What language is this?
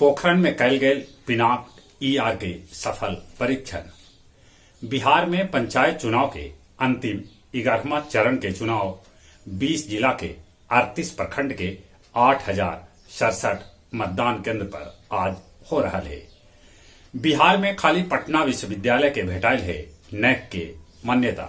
Magahi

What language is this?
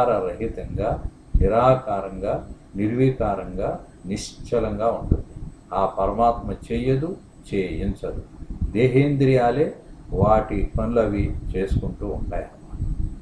Telugu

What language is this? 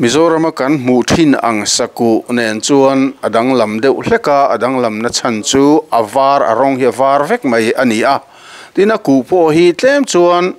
Mizo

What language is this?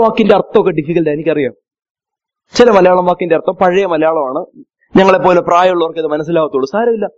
Malayalam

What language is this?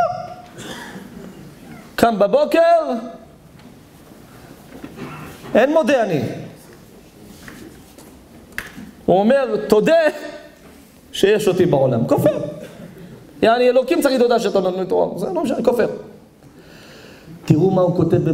Hebrew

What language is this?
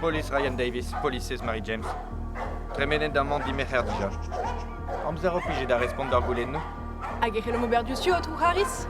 Breton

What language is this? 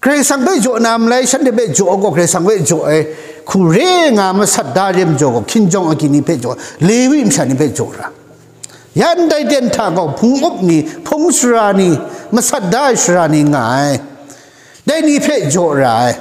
Kachin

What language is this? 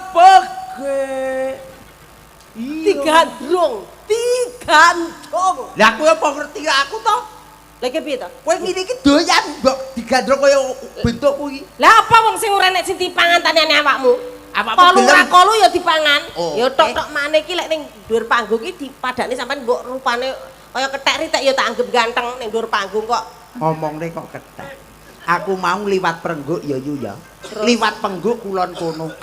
Javanese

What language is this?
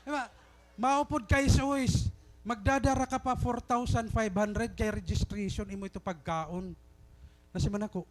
Waray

